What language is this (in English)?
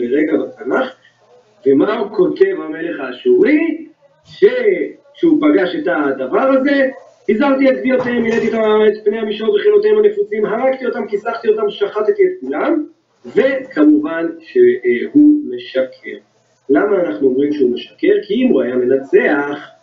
Hebrew